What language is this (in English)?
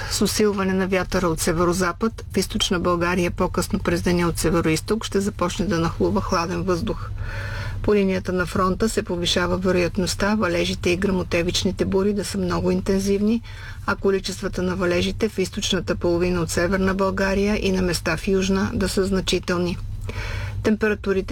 Bulgarian